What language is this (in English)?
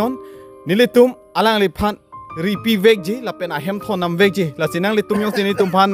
Karbi